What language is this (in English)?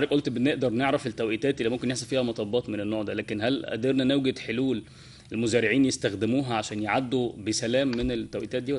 Egyptian Arabic